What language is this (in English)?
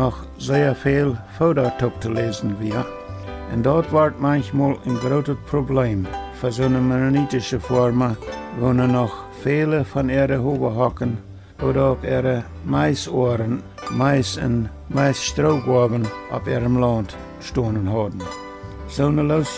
Plautdietsch